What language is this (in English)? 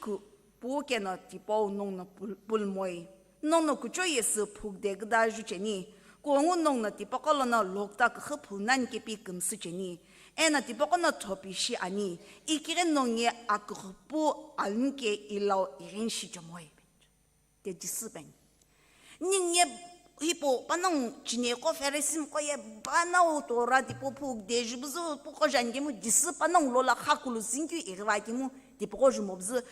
Sumi Naga